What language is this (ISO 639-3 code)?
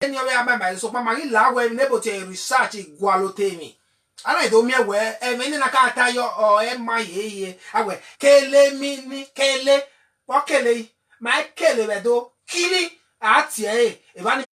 bin